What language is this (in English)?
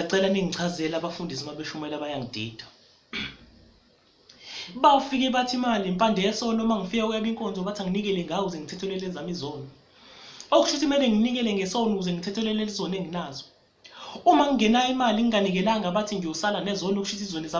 Zulu